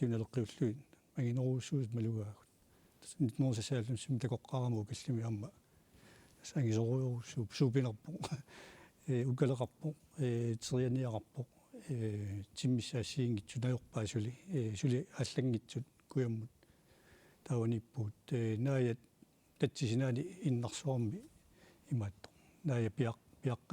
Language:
Kalaallisut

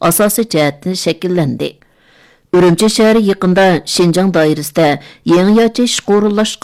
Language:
Uyghur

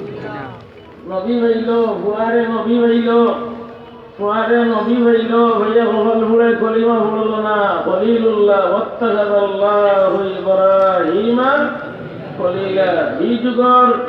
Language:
Sylheti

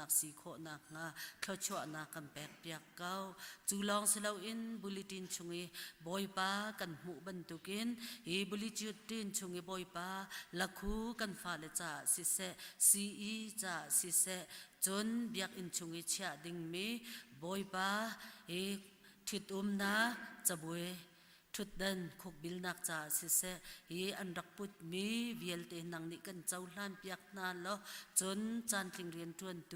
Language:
Hakha Chin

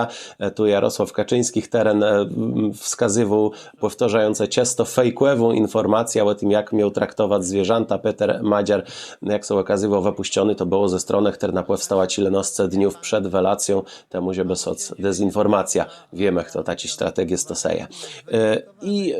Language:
Kashubian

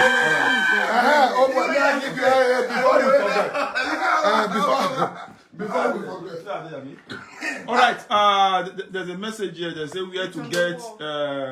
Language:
Nigerian Pidgin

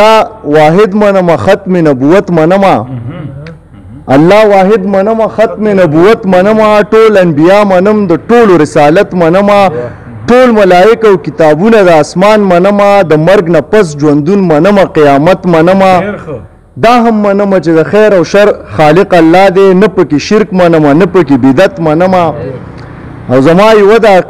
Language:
Pashto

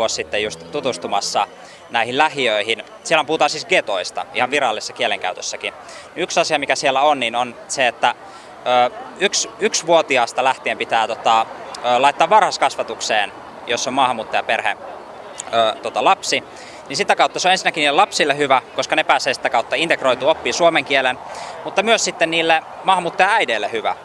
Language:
Finnish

